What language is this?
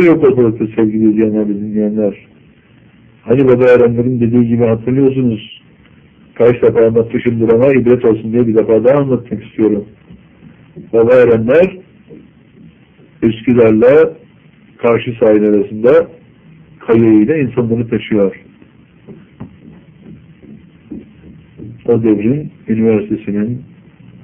Turkish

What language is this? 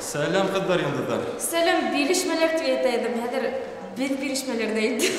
Bashkir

